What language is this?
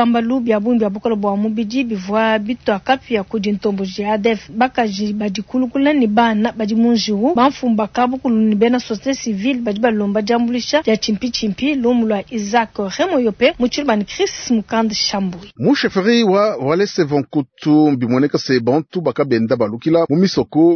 Luba-Lulua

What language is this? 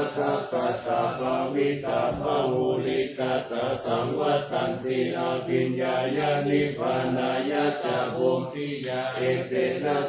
Pali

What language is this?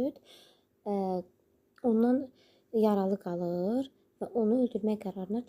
Azerbaijani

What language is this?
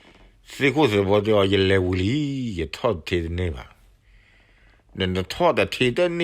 S'gaw Karen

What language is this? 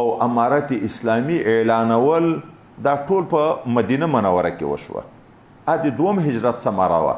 Pashto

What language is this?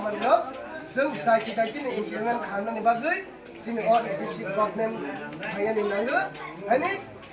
Kok Borok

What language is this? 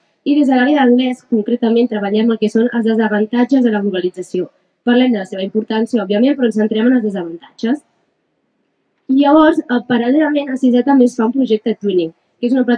Catalan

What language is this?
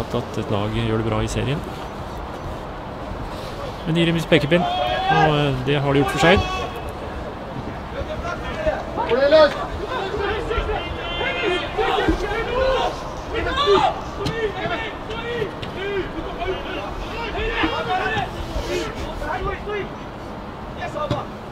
Norwegian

